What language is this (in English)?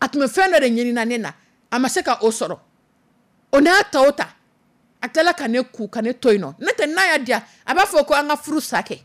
Dyula